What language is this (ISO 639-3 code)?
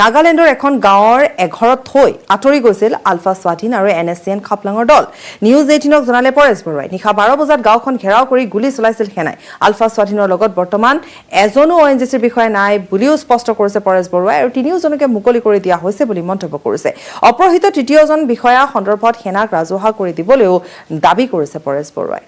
asm